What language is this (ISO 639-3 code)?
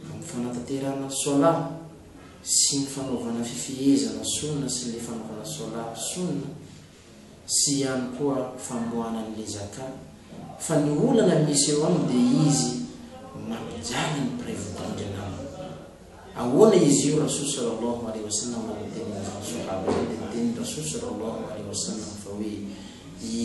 mlg